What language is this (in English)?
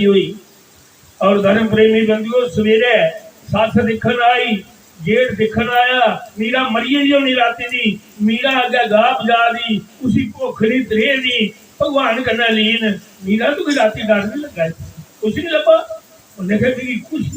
Dogri